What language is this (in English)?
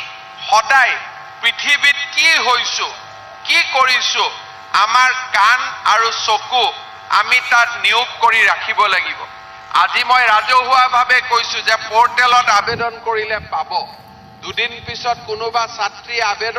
Assamese